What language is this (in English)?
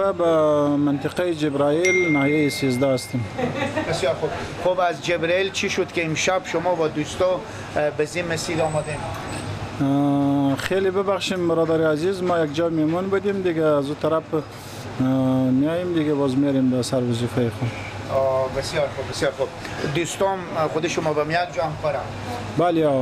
Persian